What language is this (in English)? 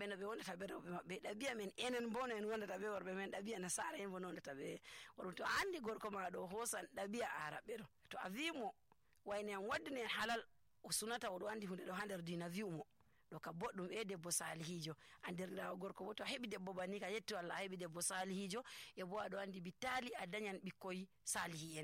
Nigerian Fulfulde